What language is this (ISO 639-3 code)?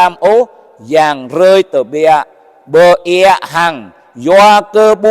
jra